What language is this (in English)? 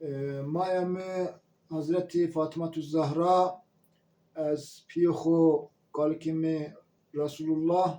Zaza